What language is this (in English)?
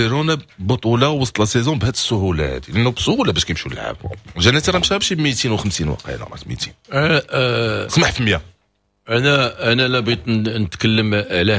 Moroccan Arabic